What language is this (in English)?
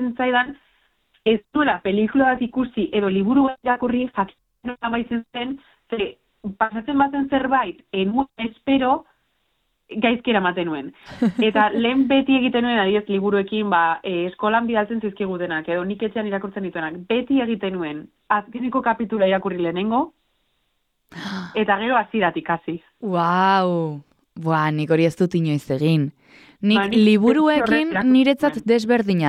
Basque